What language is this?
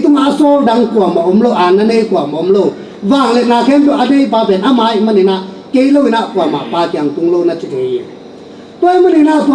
Tedim Chin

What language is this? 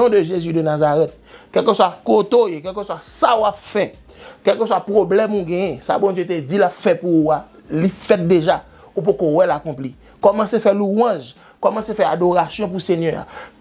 Haitian Creole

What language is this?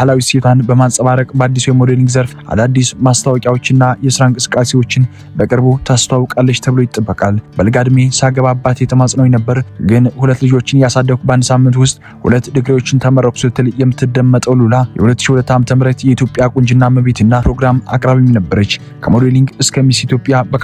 Amharic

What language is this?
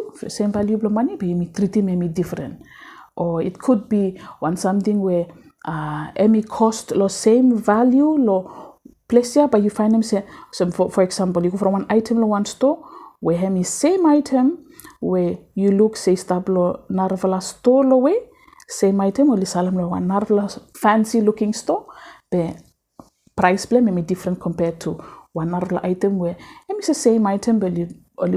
Bislama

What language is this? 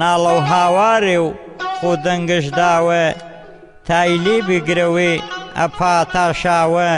Gurani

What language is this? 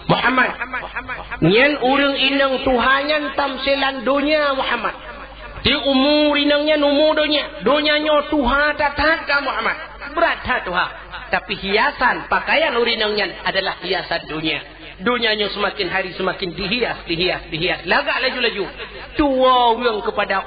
Achinese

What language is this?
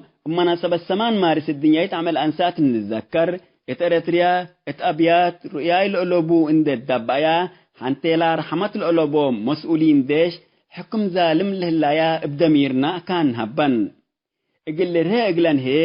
Tigre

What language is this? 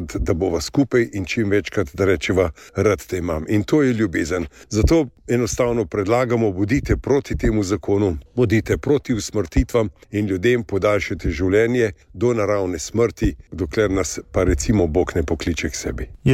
Slovenian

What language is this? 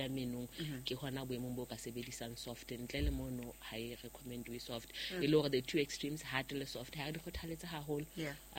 Southern Sotho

